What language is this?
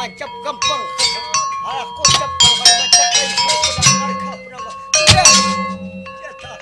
Banjar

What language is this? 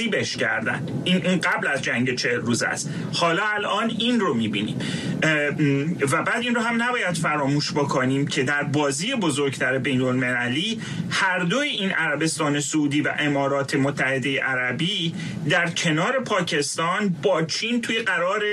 Persian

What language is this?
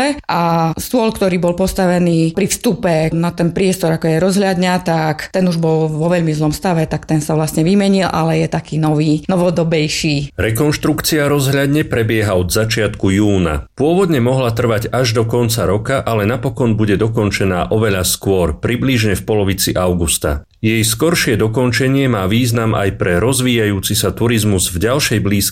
Slovak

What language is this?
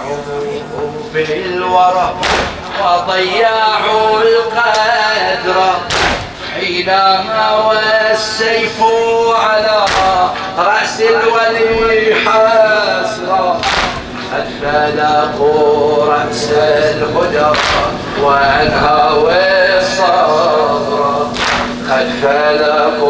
Arabic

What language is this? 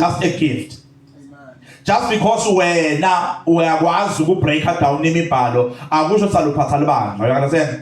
Zulu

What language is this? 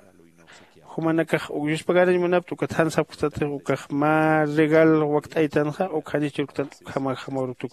Aymara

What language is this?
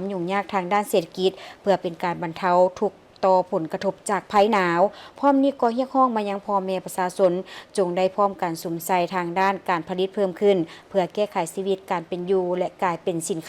Lao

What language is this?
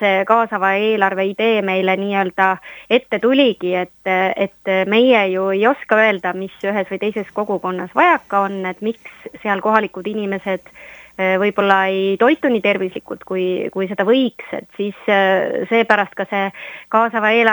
Estonian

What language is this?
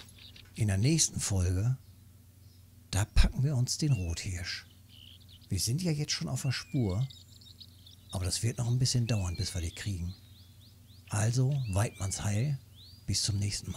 German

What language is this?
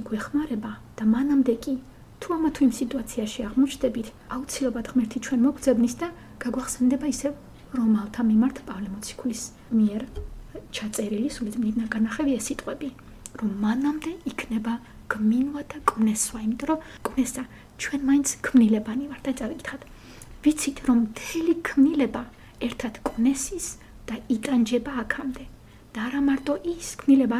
Georgian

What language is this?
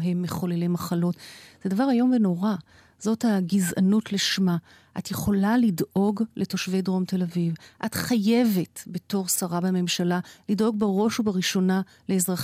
Hebrew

